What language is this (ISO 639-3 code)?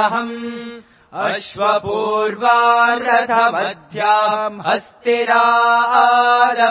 san